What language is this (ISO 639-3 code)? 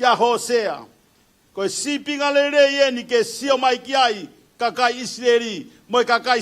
ton